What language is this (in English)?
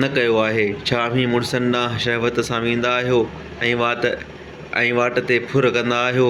Sindhi